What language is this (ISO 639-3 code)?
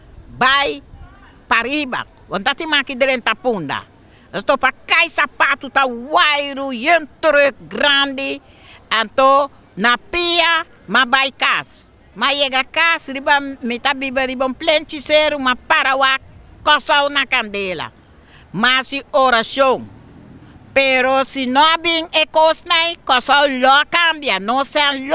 pap